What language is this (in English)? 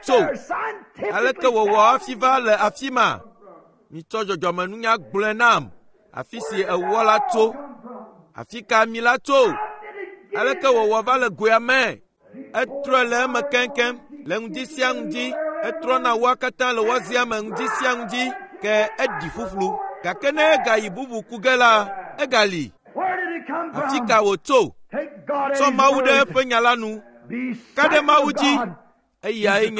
Ewe